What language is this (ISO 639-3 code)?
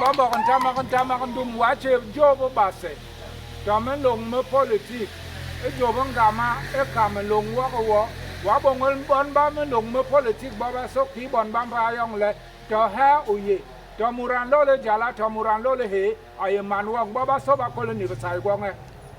bas